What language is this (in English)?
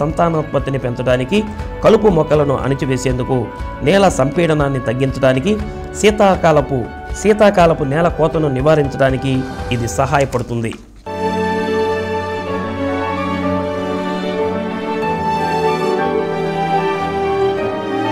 Telugu